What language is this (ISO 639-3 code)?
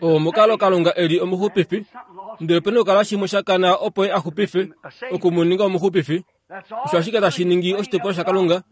kua